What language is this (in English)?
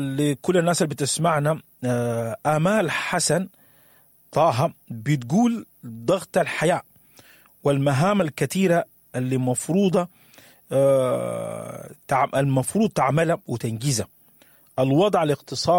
Sudanese Arabic